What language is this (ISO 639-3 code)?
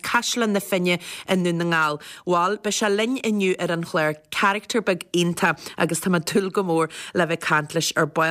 gle